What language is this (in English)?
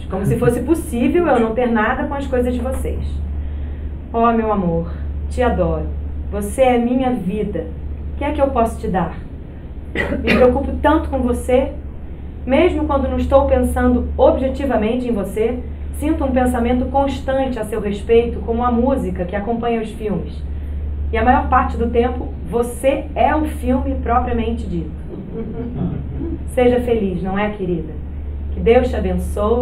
Portuguese